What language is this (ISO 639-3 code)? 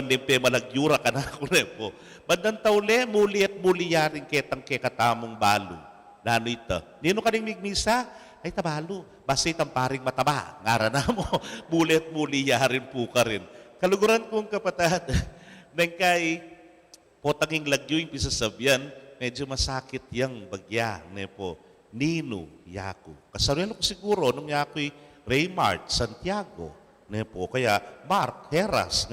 pam